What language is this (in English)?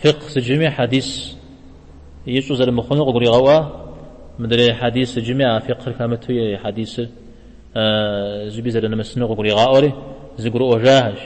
Kabardian